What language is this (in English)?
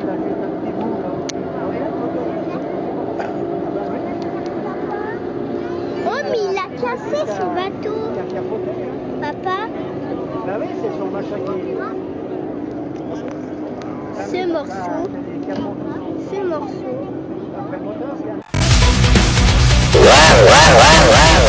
French